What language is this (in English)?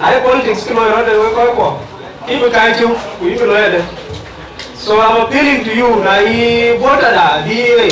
Dinka